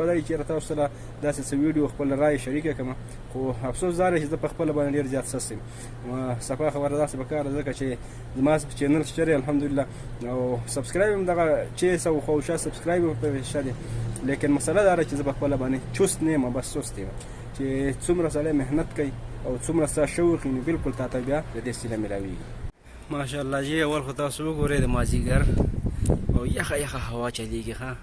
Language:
Pashto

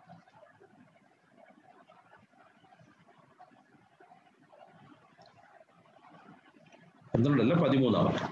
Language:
Malayalam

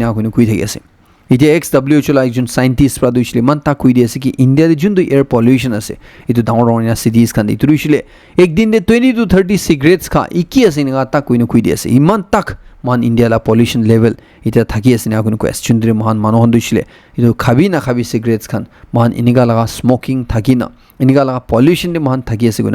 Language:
Naga Pidgin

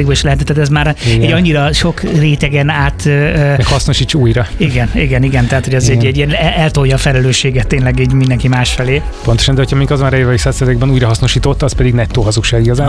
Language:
Hungarian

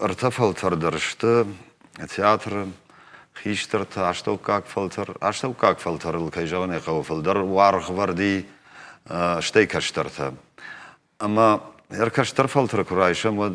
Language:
Ossetic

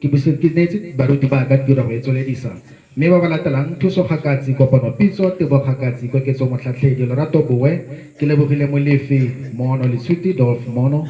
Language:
Tswana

